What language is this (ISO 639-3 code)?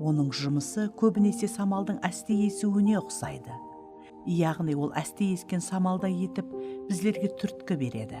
kaa